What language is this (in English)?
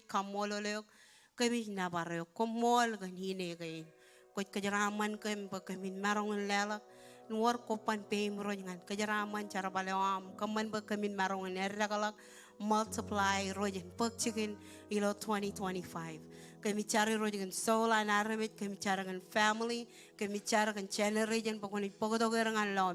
Marshallese